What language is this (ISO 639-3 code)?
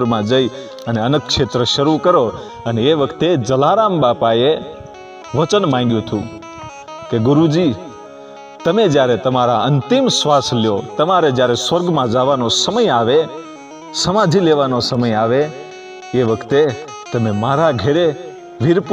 guj